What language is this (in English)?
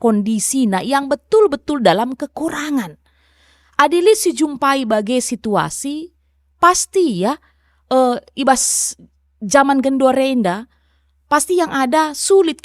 Batak Karo